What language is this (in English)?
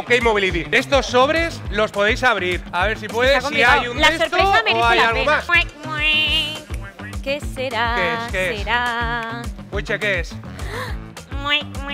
Spanish